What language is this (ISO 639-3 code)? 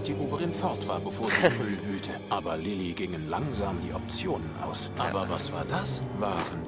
gsw